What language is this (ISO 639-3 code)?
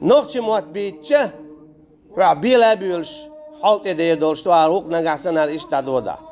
che